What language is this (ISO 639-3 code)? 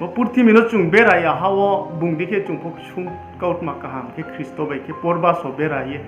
ria